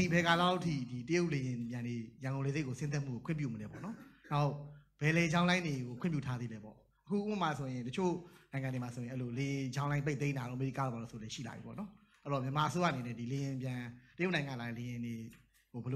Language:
Burmese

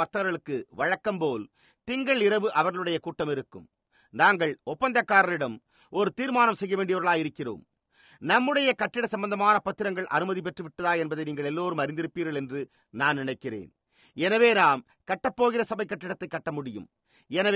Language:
Tamil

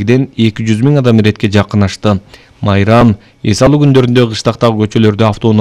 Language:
Kyrgyz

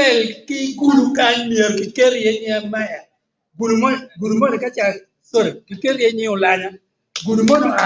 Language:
Acoli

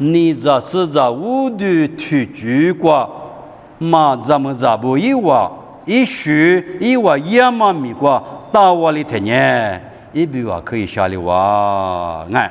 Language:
Lisu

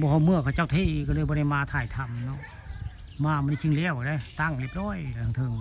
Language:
Northeastern Thai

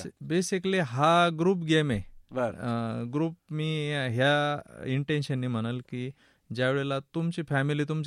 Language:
Marathi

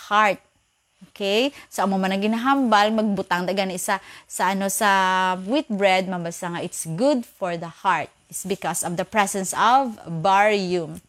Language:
Hiligaynon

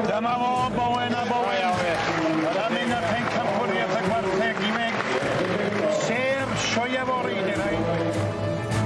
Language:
Welsh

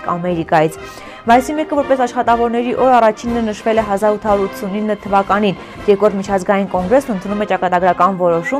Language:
Armenian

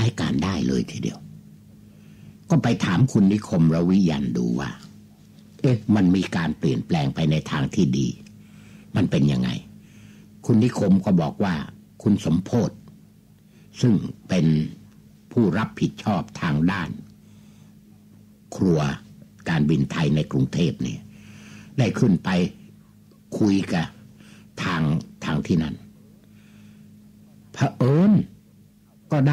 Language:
Thai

